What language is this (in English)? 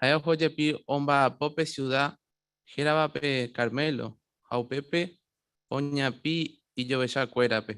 Guarani